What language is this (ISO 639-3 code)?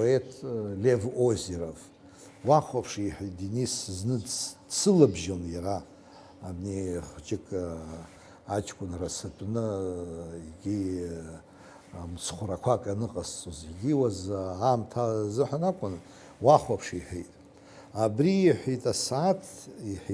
abk